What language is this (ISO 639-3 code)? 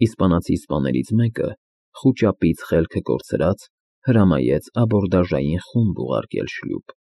hye